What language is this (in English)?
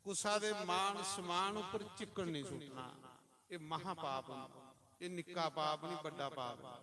Dogri